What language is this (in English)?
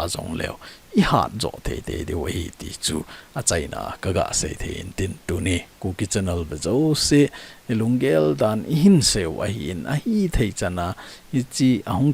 Thado Chin